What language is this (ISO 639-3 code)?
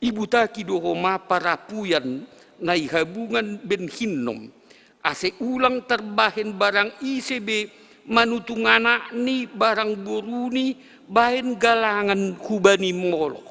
bts